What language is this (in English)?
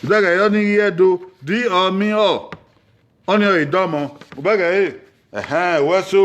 Bini